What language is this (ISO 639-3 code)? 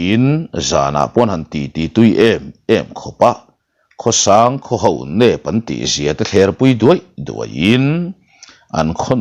lus